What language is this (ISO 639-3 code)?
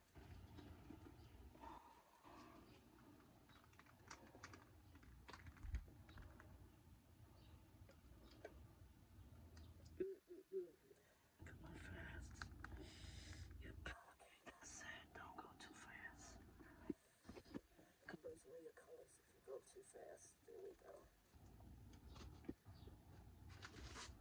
eng